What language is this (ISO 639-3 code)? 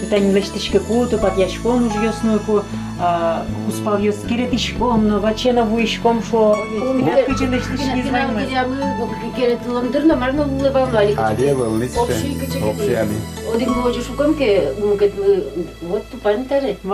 udm